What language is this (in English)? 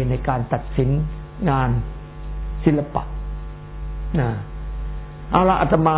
Thai